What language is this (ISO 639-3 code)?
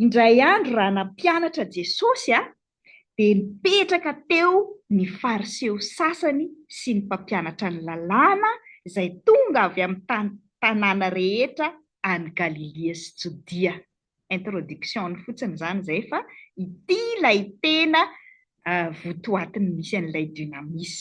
mlg